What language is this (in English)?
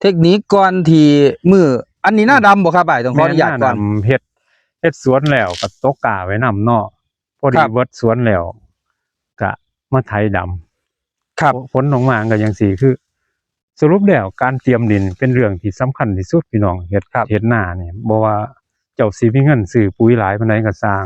Northeastern Thai